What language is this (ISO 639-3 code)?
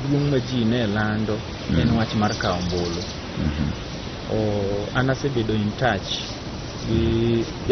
luo